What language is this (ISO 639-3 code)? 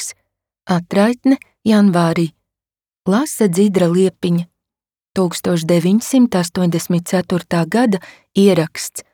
lav